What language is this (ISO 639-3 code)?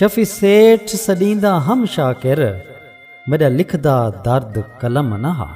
skr